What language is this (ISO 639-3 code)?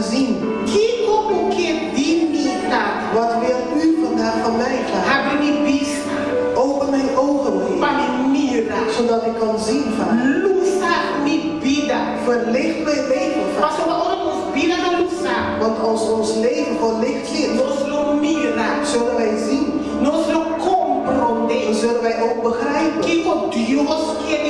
pap